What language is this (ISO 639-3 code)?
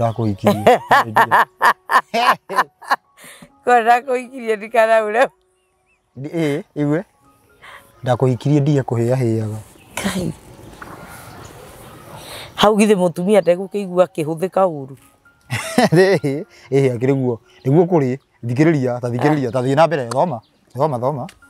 kik